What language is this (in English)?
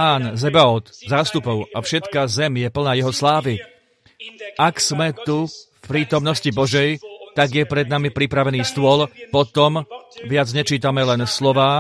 Slovak